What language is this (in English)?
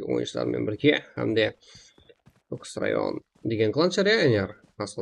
Kara-Kalpak